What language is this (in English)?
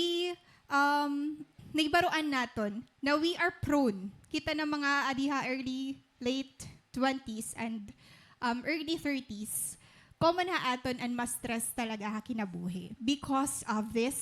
Waray